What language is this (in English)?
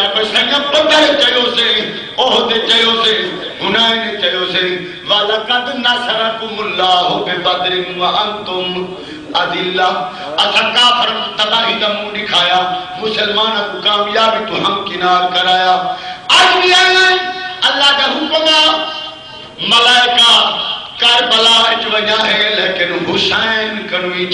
Saraiki